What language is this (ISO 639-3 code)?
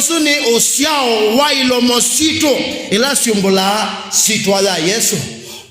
kam